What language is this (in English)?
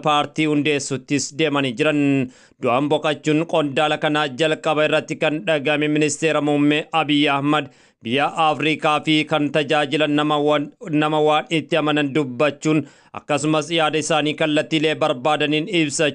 Oromo